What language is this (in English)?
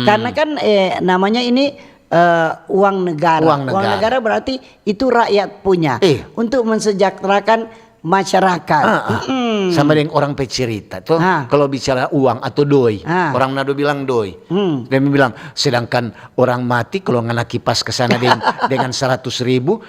Manado Malay